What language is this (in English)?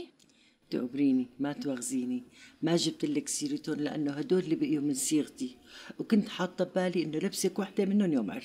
North Levantine Arabic